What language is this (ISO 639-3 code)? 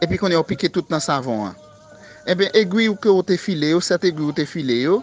hat